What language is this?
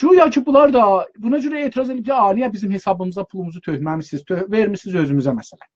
South Azerbaijani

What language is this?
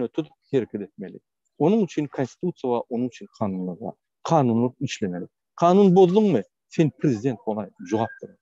Turkmen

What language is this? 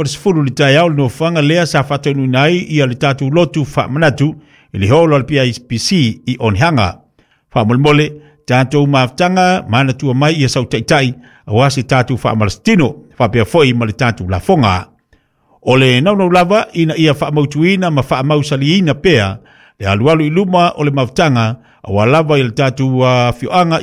Samoan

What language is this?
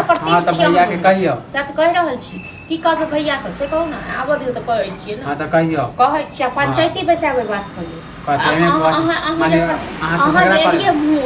Maithili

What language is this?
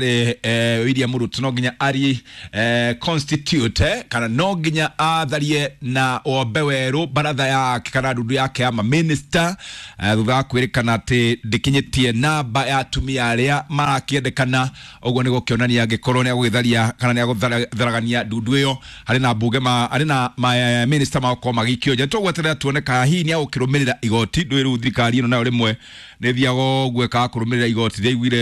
Kikuyu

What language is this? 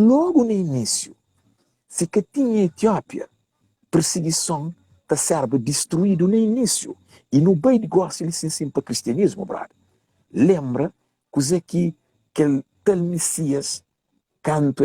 Kabuverdianu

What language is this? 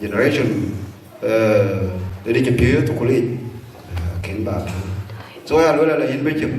Dinka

